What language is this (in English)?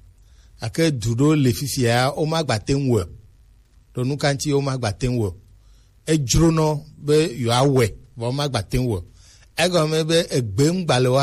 Gen